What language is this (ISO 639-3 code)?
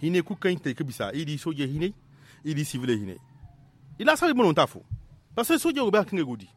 dje